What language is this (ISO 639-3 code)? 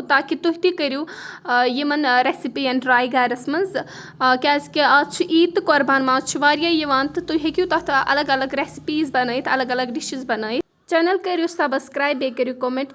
kas